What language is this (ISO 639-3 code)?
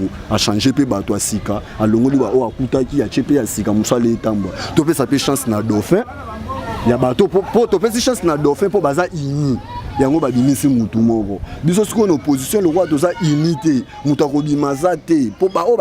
lin